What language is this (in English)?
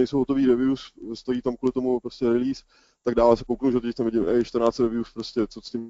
Czech